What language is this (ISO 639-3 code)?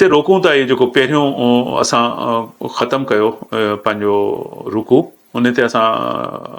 snd